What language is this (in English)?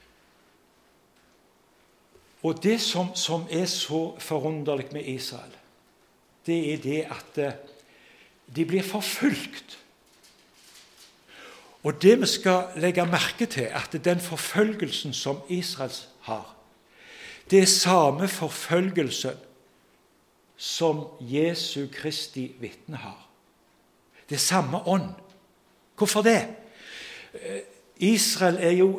Norwegian